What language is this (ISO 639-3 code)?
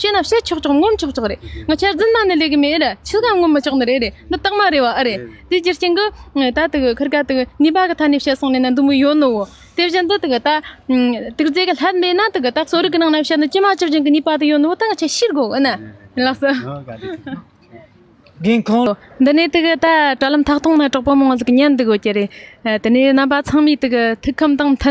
bod